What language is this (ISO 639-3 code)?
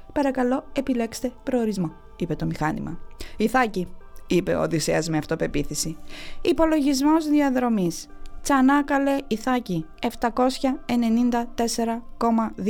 ell